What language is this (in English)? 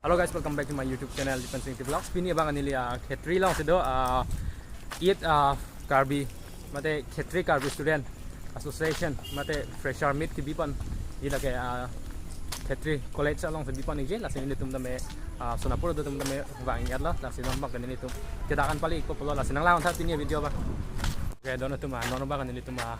Karbi